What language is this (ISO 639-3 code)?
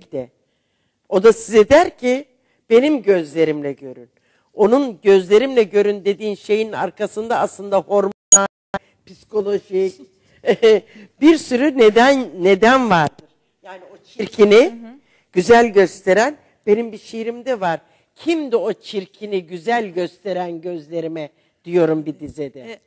tur